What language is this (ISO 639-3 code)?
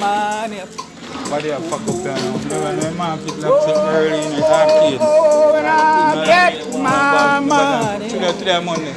jam